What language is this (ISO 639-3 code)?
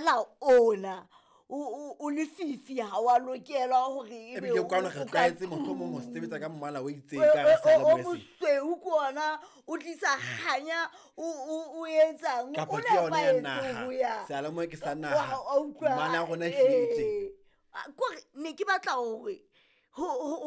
sot